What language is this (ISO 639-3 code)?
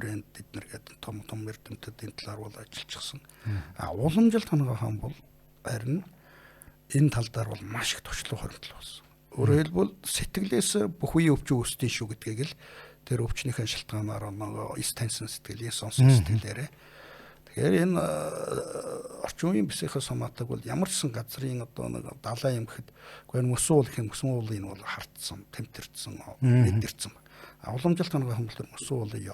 mon